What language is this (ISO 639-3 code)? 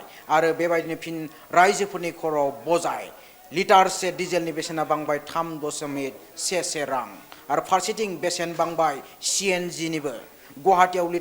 brx